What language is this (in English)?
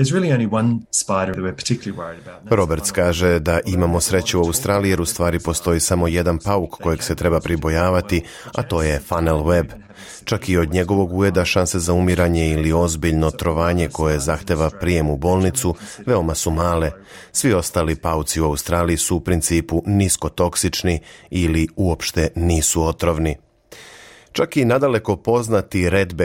Serbian